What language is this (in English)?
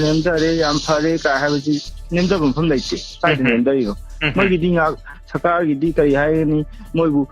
Manipuri